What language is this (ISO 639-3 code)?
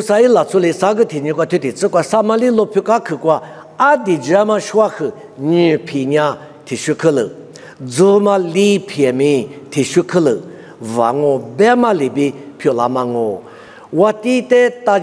lis